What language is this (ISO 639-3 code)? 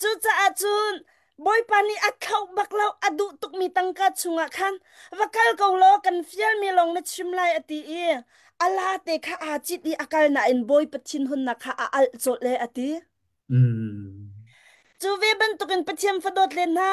cnh